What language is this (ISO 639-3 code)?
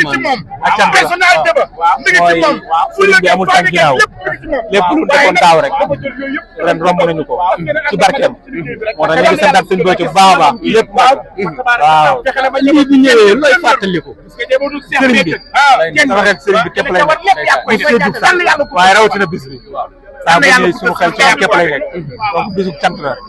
wol